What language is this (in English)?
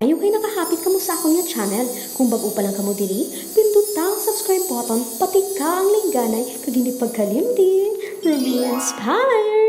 Hiligaynon